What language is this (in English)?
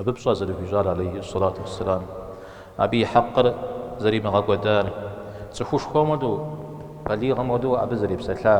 Kabardian